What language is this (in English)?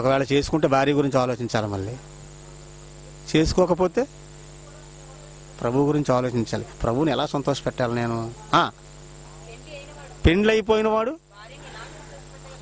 Telugu